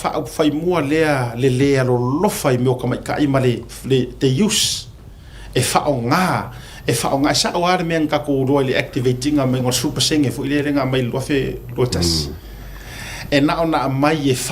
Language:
Samoan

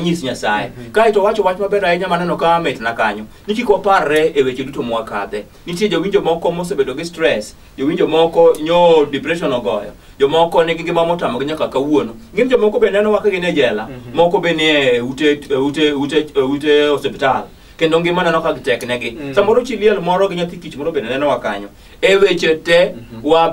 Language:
Luo (Kenya and Tanzania)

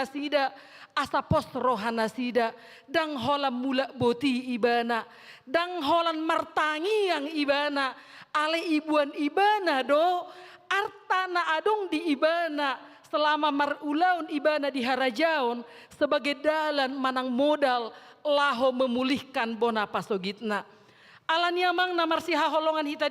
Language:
Batak Toba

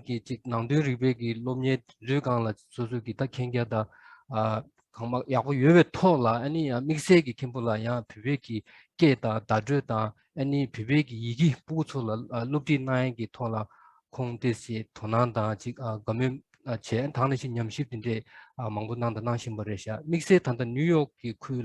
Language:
Tibetan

